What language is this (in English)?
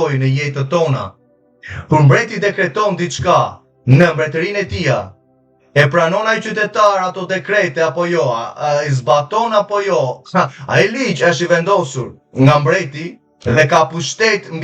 Albanian